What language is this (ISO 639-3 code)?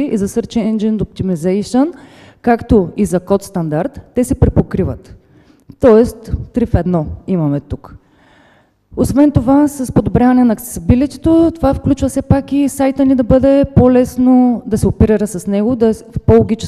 bul